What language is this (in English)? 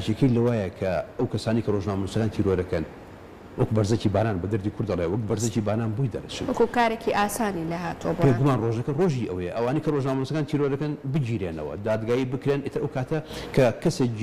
Central Kurdish